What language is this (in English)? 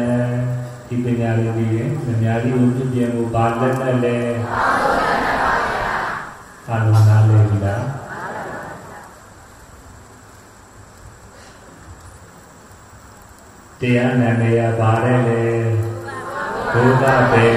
Burmese